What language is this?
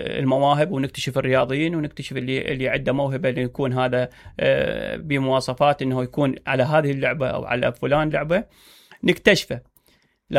Mesopotamian Arabic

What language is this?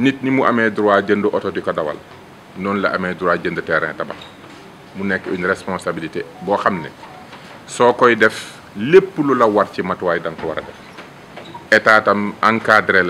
Wolof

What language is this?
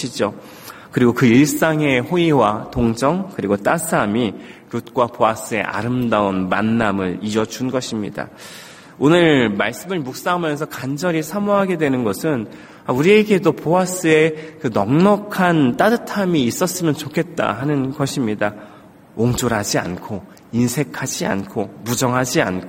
Korean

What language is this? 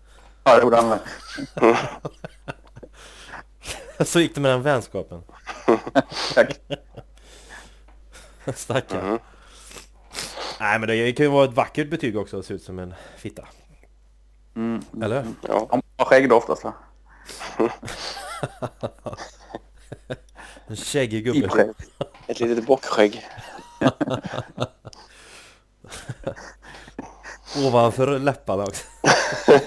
Swedish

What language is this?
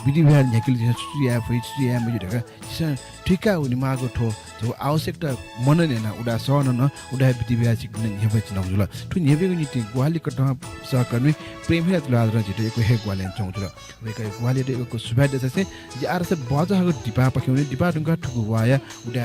Newari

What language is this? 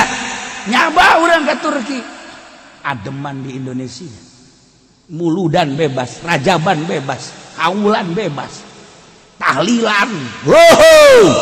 Sundanese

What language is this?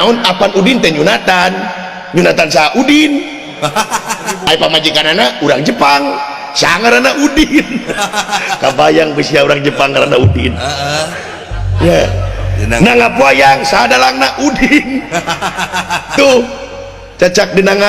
Sundanese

